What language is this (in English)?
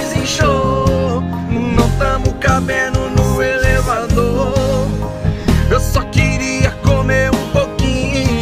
Portuguese